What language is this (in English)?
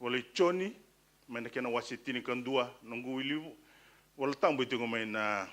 Fijian